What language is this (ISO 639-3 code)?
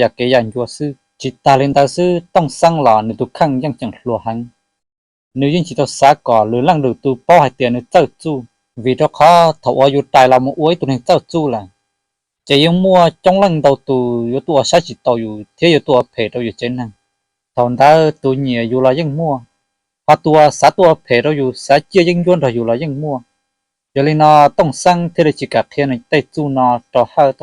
hmn